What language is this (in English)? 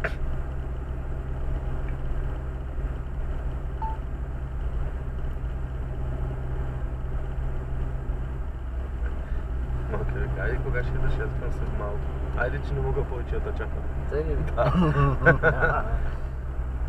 Bulgarian